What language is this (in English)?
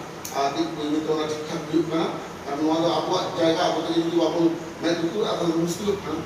Santali